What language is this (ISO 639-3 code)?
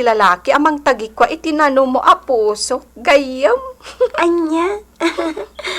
ilo